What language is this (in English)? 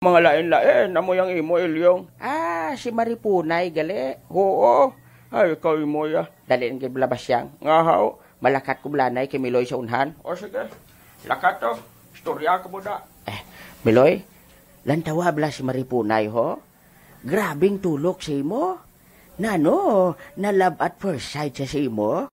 Hiligaynon